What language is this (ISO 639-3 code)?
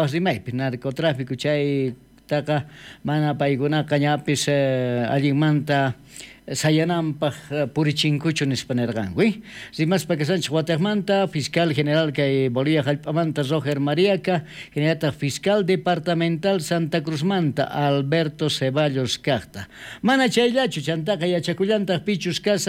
quh